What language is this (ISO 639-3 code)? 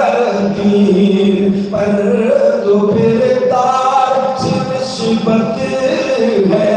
skr